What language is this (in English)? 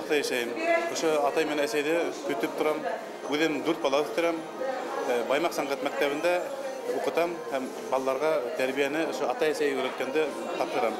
Bashkir